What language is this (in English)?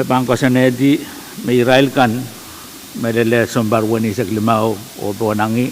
Pohnpeian